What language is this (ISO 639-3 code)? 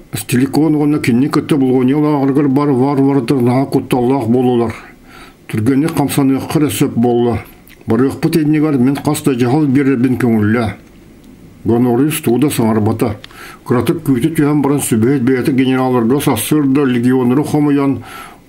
sah